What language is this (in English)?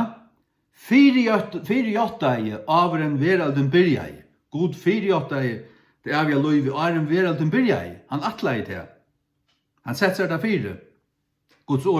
Faroese